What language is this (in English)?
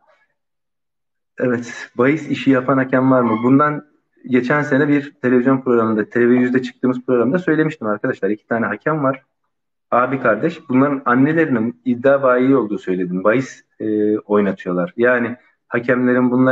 Turkish